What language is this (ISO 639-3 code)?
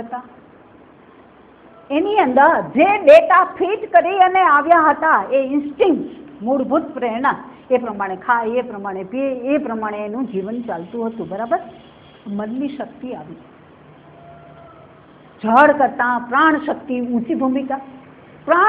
guj